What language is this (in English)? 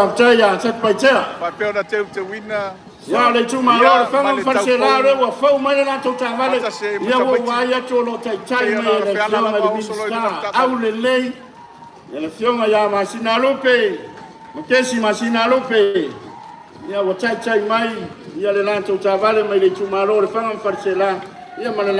Samoan